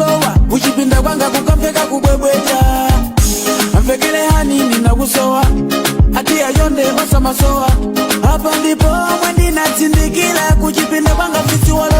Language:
Nyanja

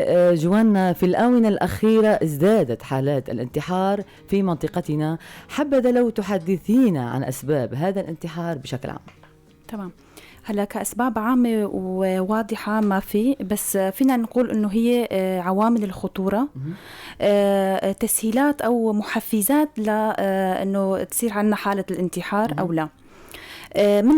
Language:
North Levantine Arabic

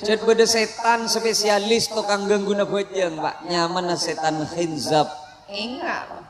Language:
Madurese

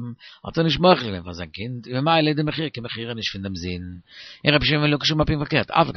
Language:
Yiddish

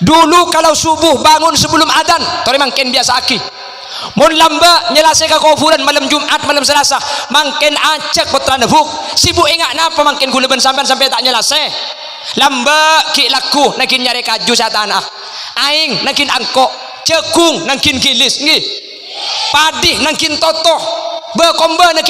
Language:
Madurese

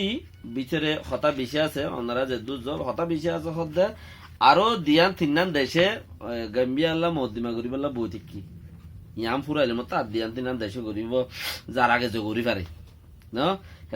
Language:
Rohingya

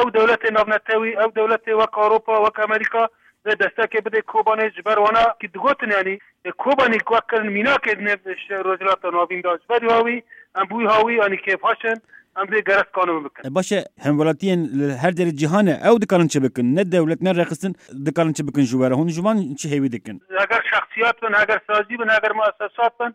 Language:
Kurdish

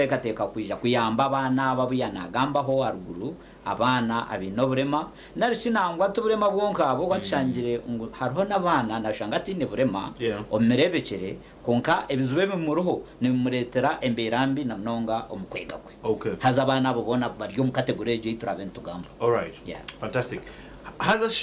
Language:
Nyankole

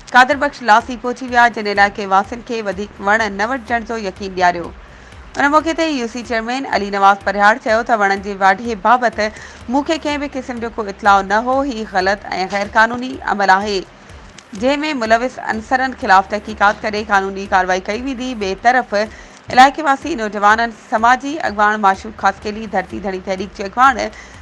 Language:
Sindhi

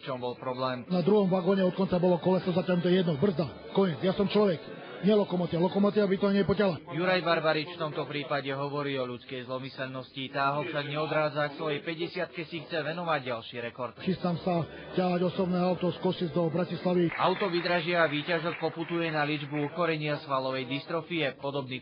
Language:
Slovak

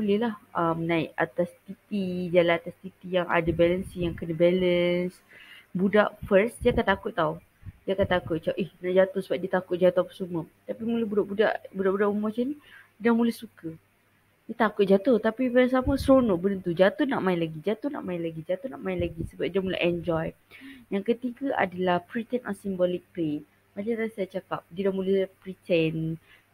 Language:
Malay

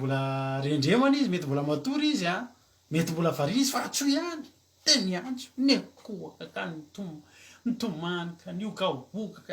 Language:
Malagasy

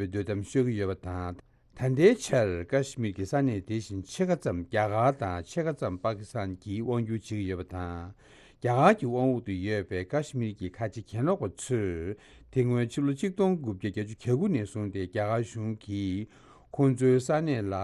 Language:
Tibetan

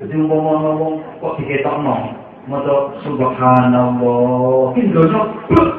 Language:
Javanese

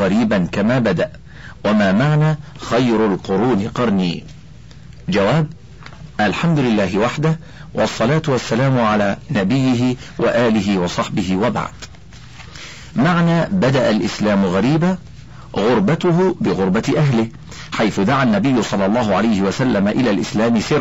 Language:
Arabic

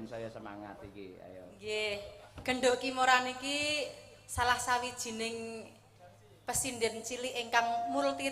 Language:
Javanese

